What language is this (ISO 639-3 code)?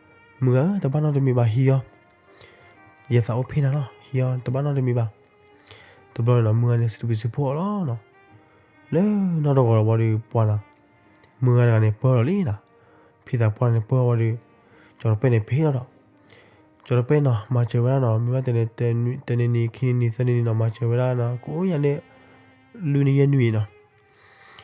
ksw